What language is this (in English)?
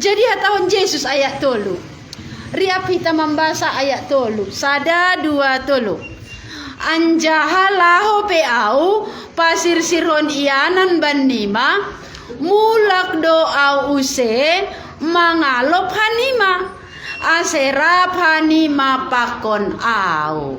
Batak Simalungun